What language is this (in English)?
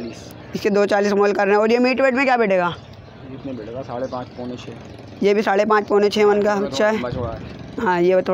Hindi